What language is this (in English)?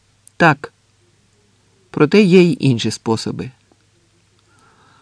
Ukrainian